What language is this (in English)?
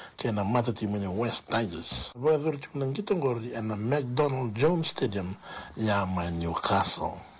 Fijian